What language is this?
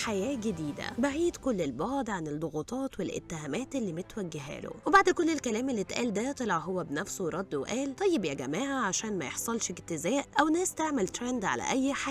Egyptian Arabic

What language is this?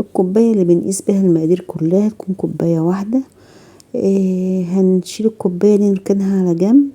Egyptian Arabic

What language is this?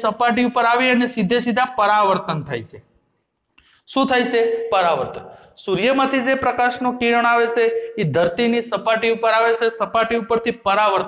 Gujarati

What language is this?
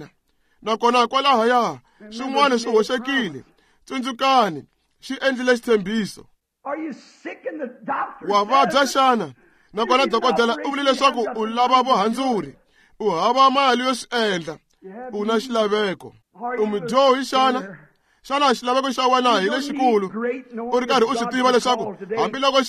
Tsonga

